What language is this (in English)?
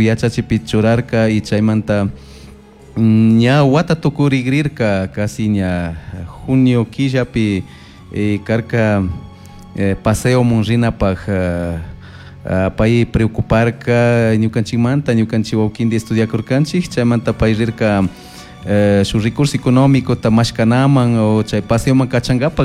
Chimborazo Highland Quichua